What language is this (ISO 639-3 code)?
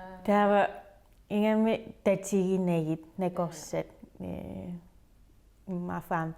kal